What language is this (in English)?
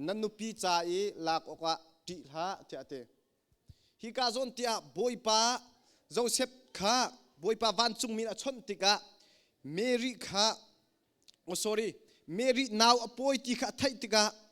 Hakha Chin